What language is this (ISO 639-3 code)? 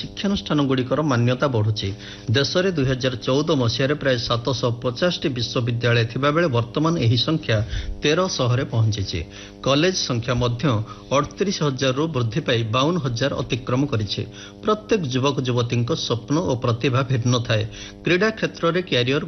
ori